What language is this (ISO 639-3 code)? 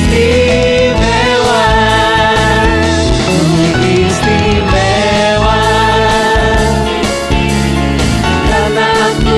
ind